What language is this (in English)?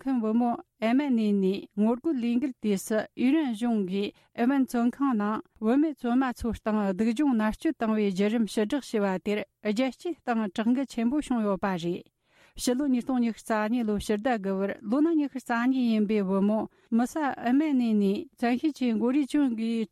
Tibetan